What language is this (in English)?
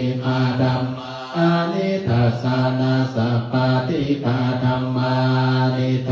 Pali